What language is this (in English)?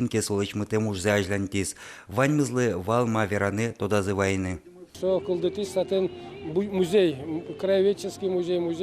Udmurt